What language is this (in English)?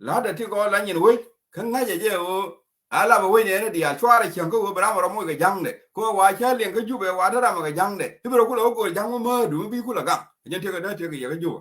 Nuer